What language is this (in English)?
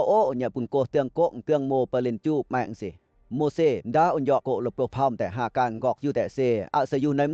Western Lawa